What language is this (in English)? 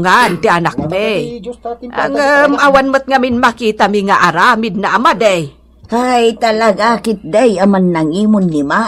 Iloko